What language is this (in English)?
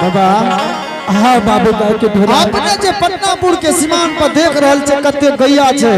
Angika